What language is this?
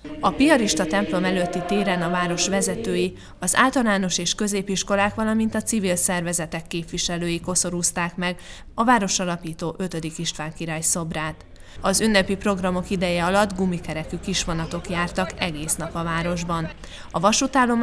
Hungarian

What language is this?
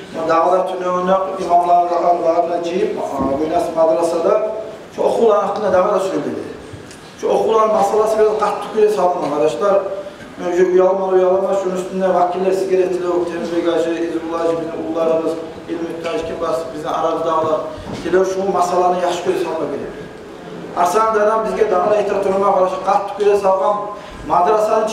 Kumyk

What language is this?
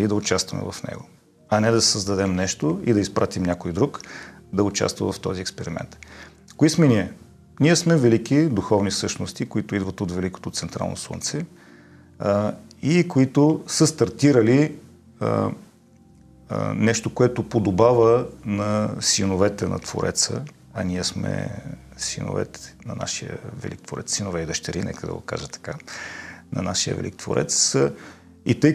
Bulgarian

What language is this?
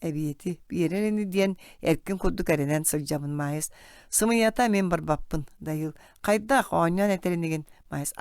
Yakut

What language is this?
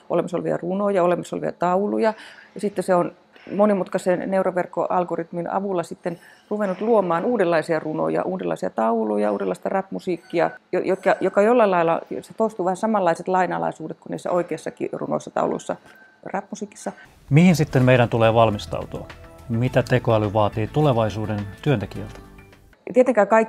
Finnish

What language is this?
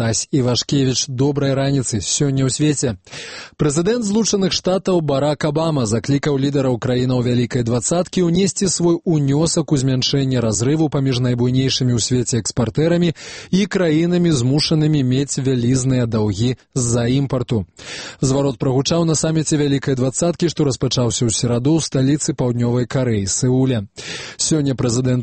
Belarusian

